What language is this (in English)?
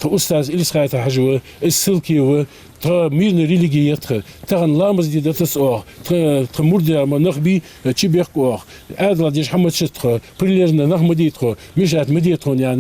Ingush